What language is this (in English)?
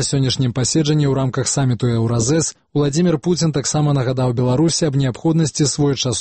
Belarusian